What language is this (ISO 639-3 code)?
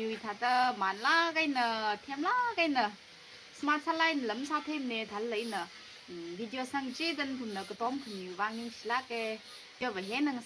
nmf